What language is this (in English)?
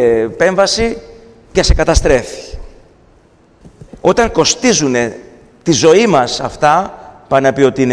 Greek